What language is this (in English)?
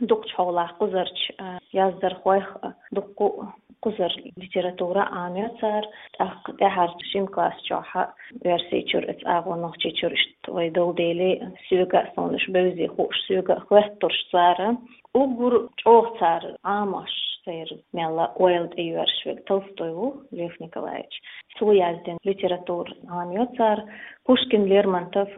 Chechen